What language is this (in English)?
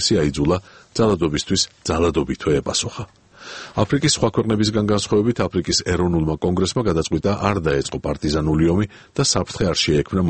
Georgian